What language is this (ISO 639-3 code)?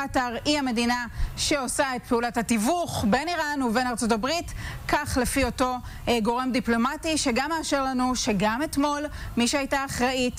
heb